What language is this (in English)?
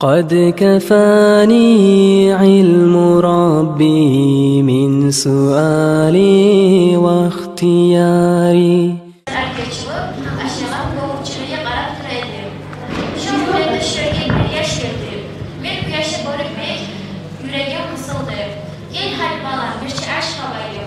Kumyk